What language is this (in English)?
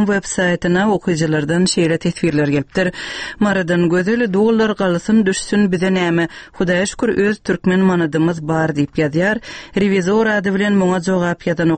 Turkmen